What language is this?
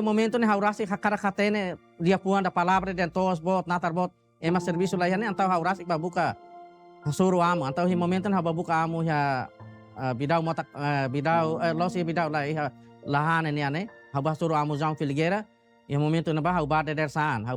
Tetum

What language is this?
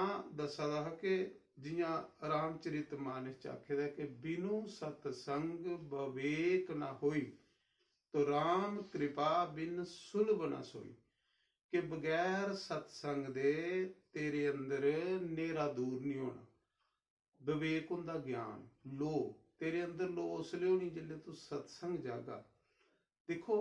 Dogri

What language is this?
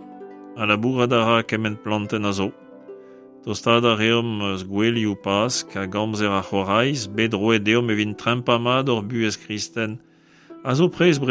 Breton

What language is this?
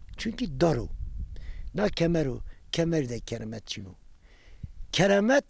Zaza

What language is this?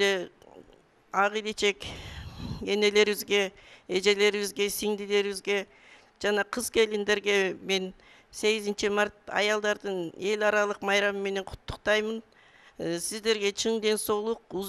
Kyrgyz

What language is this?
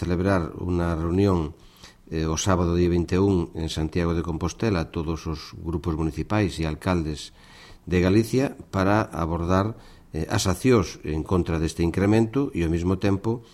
Galician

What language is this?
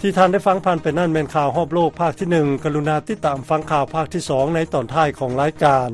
Lao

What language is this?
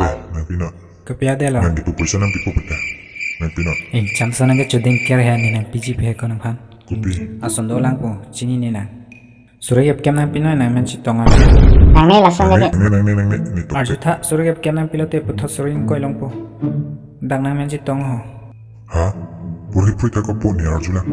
Karbi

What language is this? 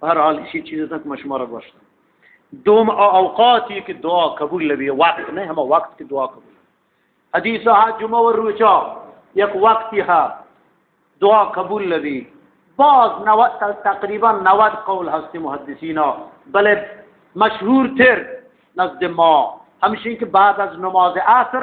Eastern Balochi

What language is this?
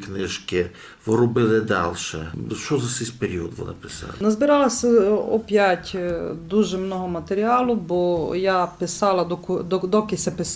Rusyn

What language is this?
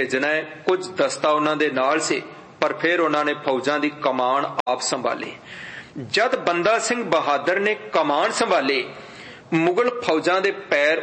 Punjabi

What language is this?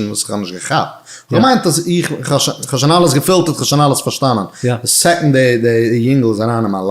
Yiddish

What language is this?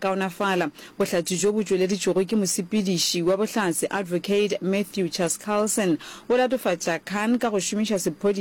Northern Sotho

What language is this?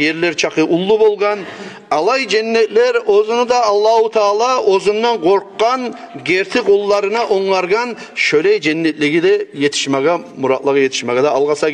Kumyk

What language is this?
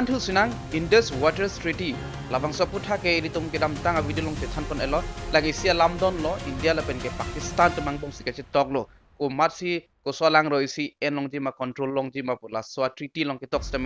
Karbi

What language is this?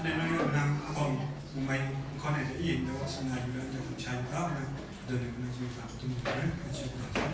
Kachin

